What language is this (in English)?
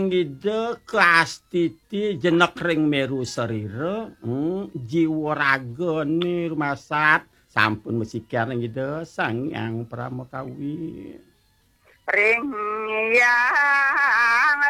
Balinese